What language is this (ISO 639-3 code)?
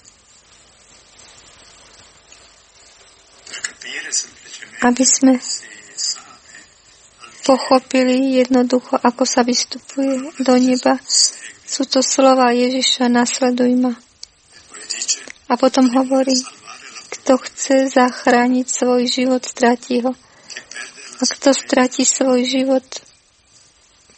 slk